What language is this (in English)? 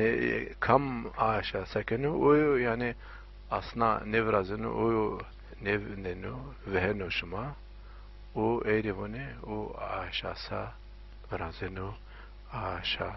Zaza